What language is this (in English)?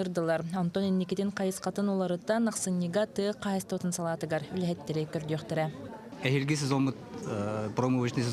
Yakut